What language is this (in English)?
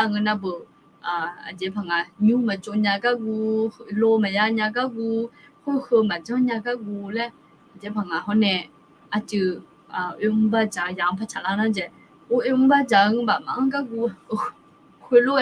Akha